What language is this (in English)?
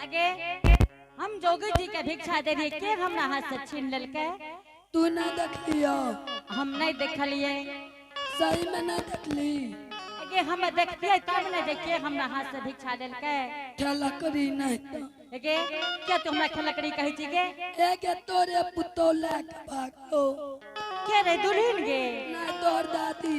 Angika